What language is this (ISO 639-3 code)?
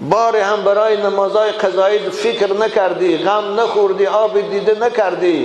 tgk